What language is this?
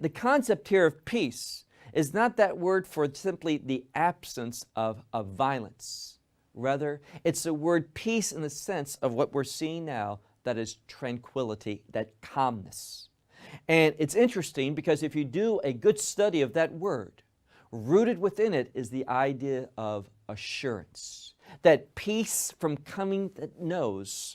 English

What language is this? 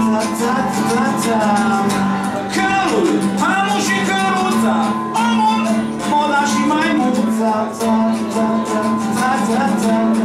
Romanian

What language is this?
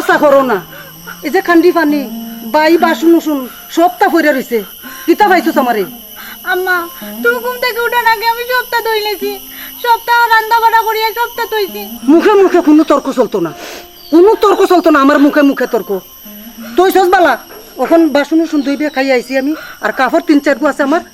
Sylheti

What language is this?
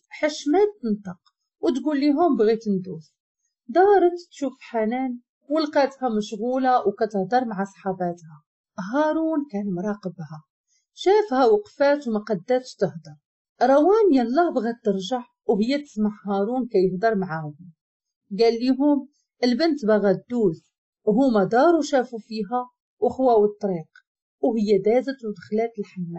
Moroccan Arabic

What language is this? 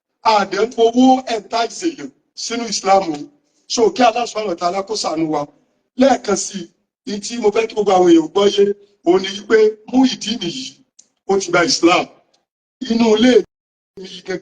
Yoruba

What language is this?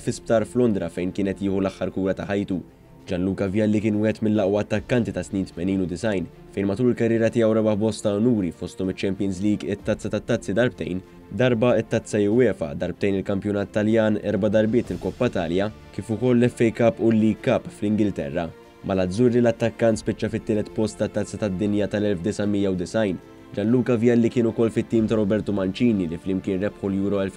Maltese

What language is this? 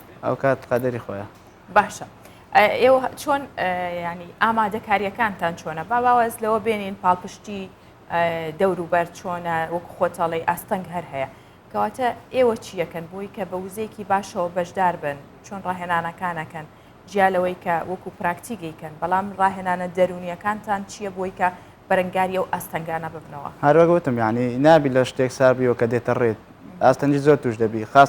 Central Kurdish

